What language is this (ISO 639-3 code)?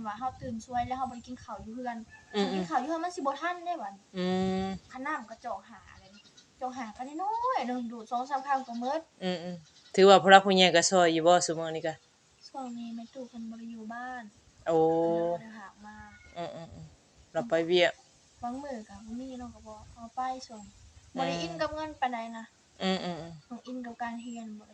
tts